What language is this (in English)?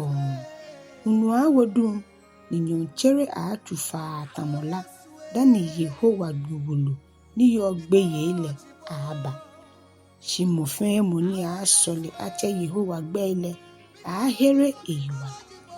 Ga